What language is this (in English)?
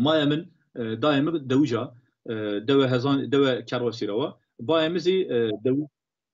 Zaza